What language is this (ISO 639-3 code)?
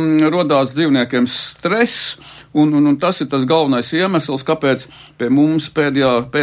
lav